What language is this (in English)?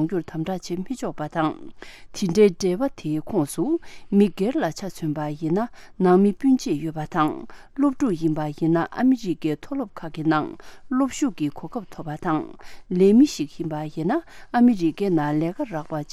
Tibetan